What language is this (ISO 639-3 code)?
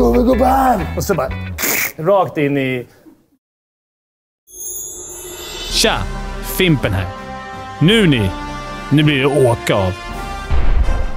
swe